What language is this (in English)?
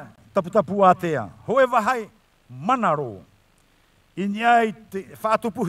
Tahitian